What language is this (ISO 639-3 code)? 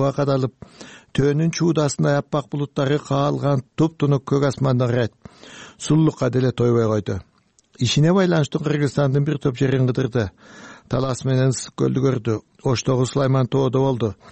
kir